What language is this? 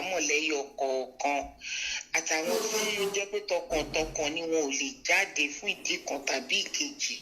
Yoruba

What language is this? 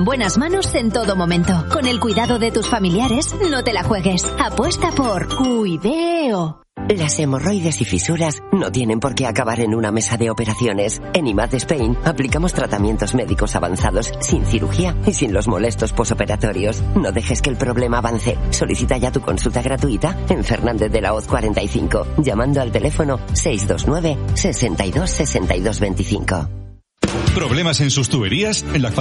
Spanish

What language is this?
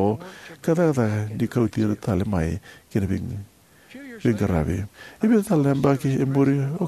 Fijian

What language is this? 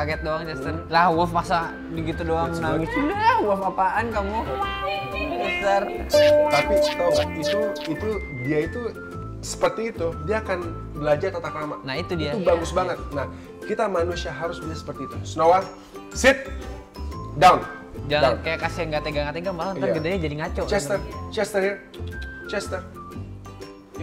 Indonesian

